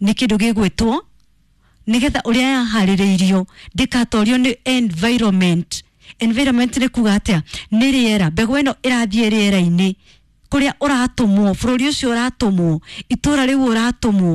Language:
Kikuyu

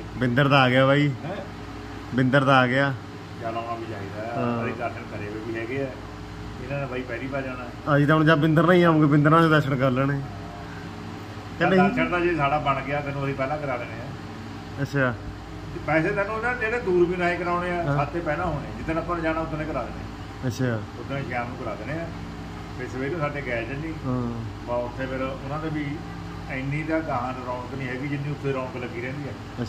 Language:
Punjabi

